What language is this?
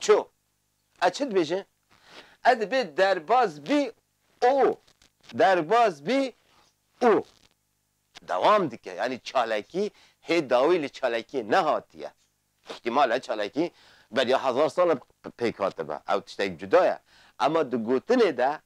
Kurdish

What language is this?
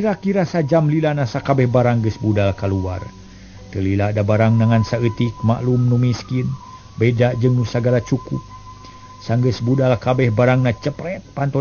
Sundanese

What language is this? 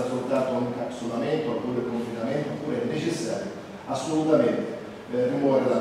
Italian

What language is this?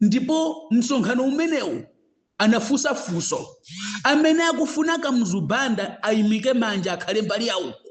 Nyanja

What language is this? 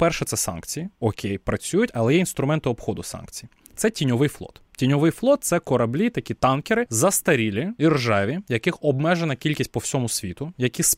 Ukrainian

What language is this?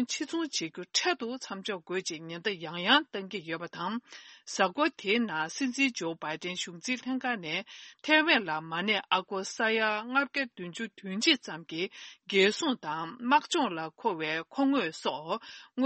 Tibetan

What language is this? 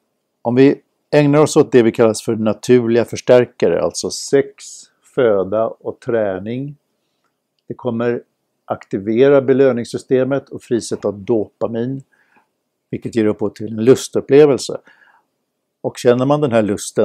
Swedish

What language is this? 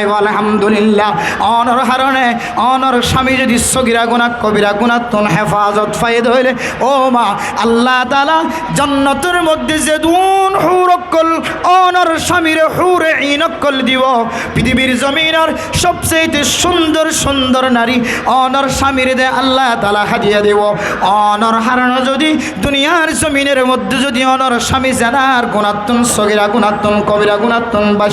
Rohingya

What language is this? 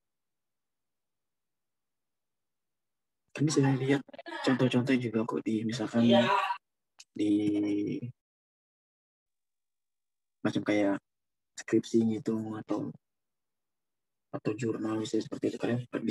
Indonesian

